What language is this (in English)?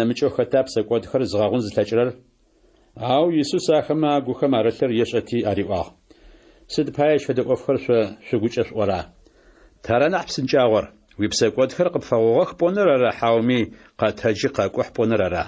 Adyghe